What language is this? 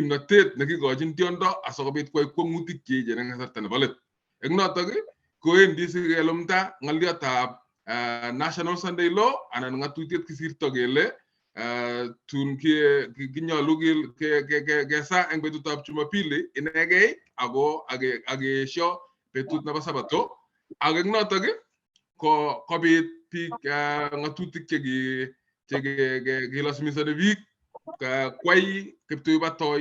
Kalenjin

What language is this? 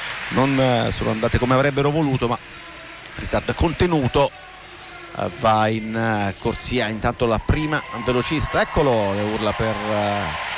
Italian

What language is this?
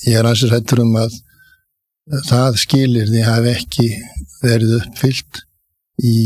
Icelandic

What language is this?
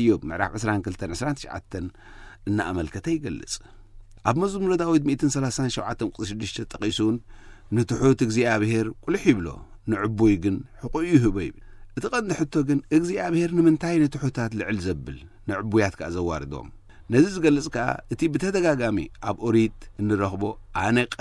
Tigrinya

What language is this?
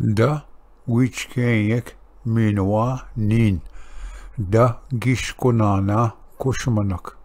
Ojibwa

